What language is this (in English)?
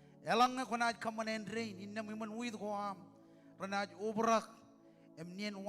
Marshallese